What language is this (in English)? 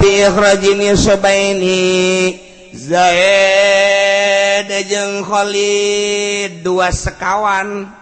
Sundanese